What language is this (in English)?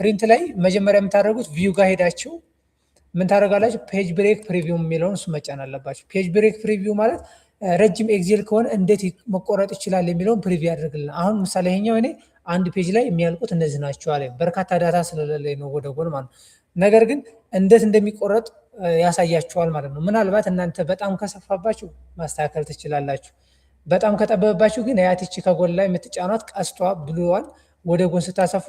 Amharic